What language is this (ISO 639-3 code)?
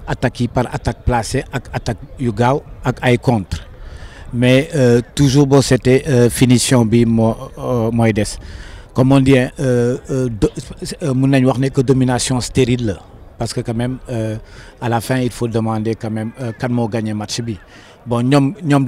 wol